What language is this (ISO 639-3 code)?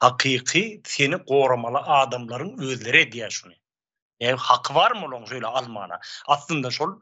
tuk